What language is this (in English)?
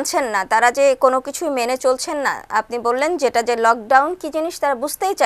Bangla